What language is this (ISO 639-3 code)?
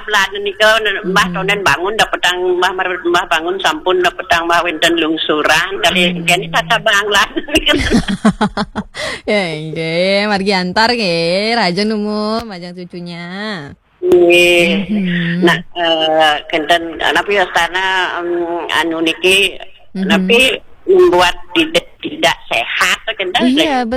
ban